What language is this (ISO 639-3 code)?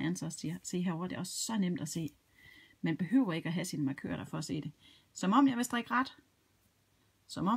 dan